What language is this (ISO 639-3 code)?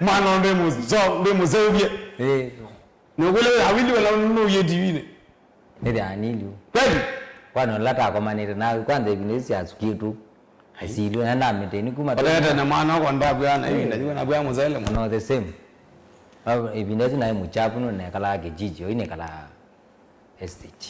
kam